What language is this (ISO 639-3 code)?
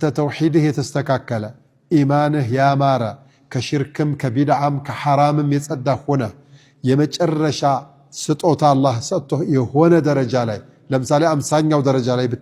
amh